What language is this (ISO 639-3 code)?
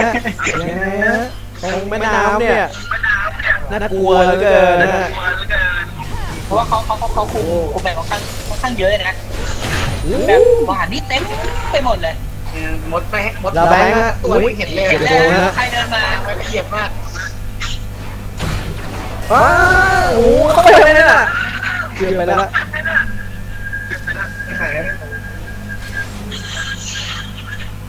tha